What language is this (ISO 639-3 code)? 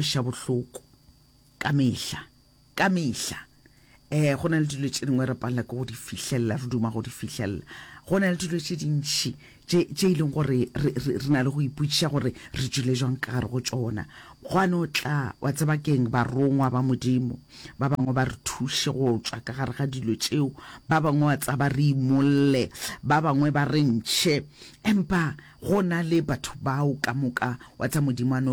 nso